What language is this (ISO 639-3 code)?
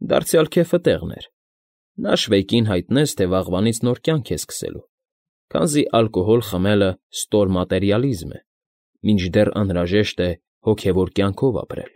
hye